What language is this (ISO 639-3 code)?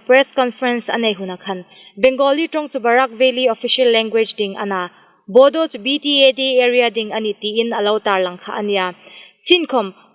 hmr